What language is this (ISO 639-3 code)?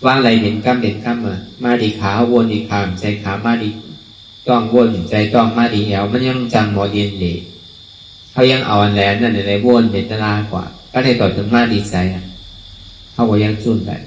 shn